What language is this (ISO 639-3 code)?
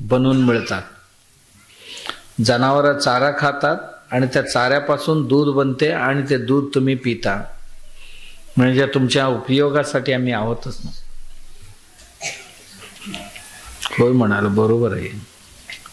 mar